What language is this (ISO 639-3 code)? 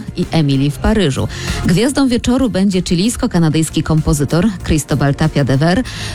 pol